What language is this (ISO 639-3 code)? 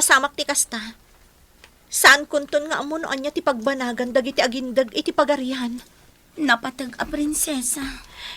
ilo